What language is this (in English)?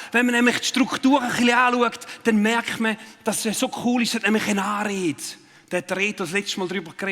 Swiss German